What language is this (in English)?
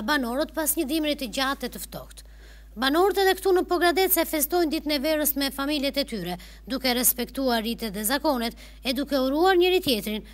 Albanian